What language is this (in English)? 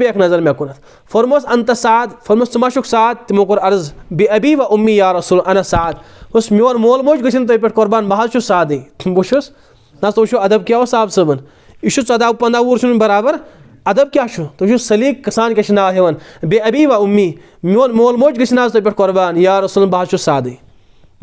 Kashmiri